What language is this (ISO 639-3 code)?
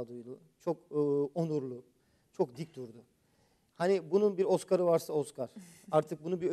tur